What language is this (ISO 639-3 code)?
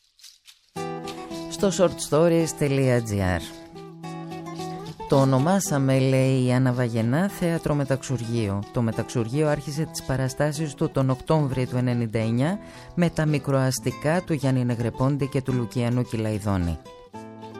ell